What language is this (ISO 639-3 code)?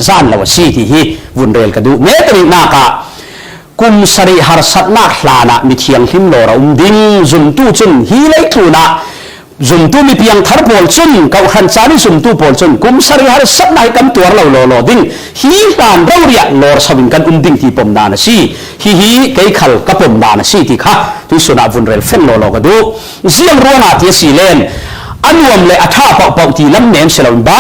cfm